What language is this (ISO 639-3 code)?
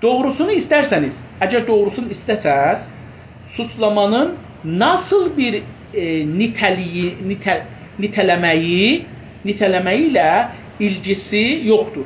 azb